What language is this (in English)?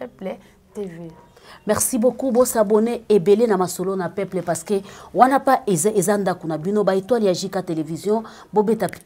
Lingala